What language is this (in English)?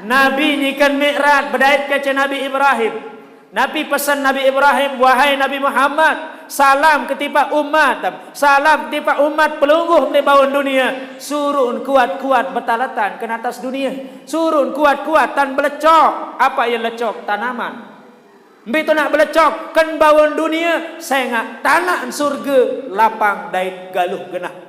Sasak